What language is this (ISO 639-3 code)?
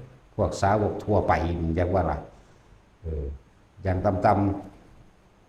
tts